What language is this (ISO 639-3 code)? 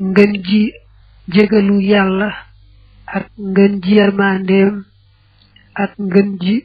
wol